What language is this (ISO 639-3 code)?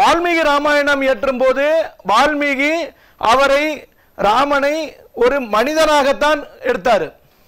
tam